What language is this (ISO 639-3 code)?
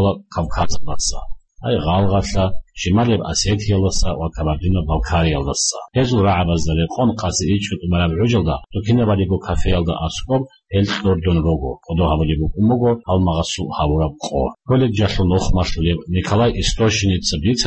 ava